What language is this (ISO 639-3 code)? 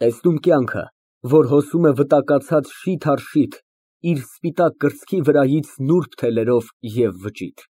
hye